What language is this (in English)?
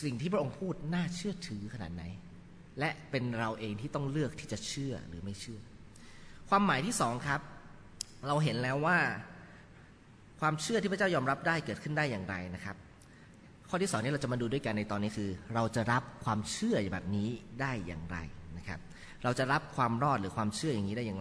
Thai